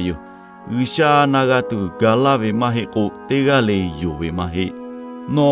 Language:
Lahu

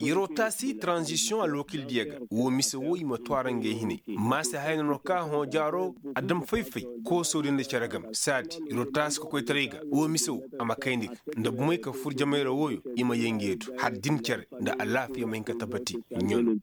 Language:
Koyraboro Senni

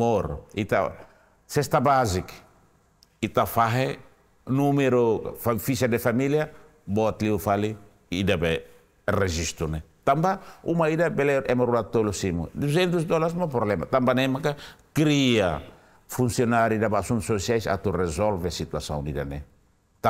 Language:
Tetum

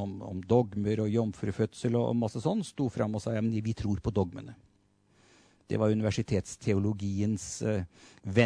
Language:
Norwegian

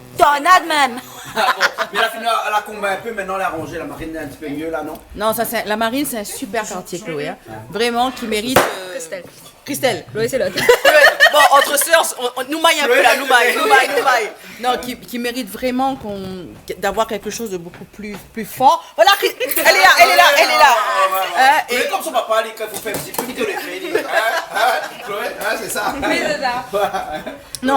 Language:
Réunion Creole French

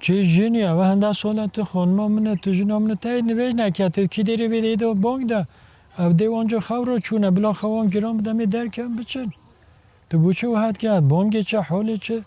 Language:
Kurdish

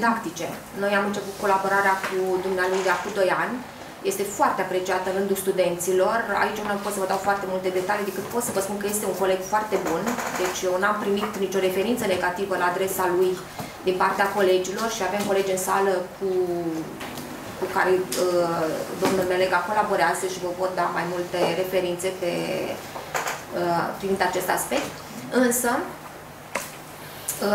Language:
Romanian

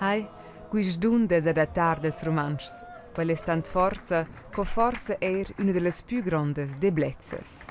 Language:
Romansh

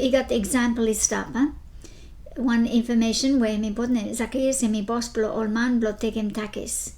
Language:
Bislama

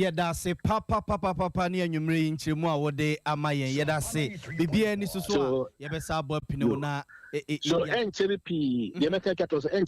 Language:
Akan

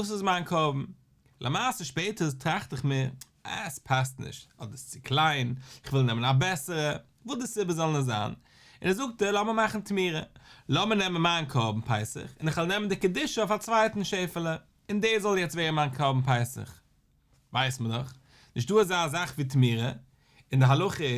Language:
Yiddish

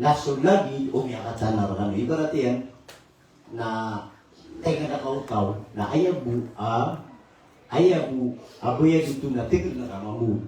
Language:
Maranao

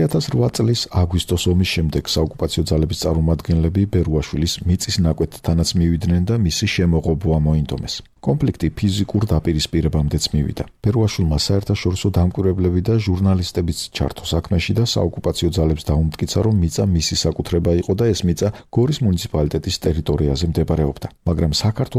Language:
Georgian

